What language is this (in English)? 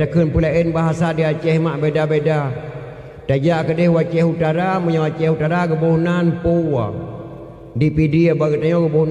Achinese